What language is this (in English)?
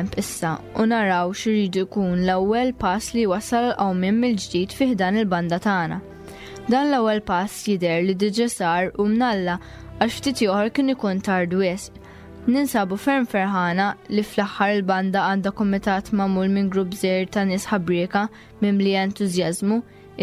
Maltese